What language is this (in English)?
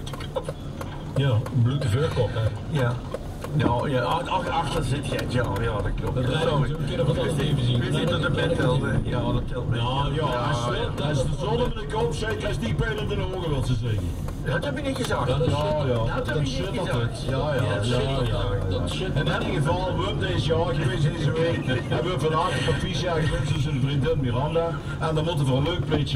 Dutch